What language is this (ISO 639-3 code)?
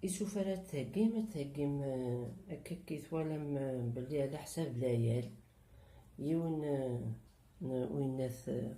kab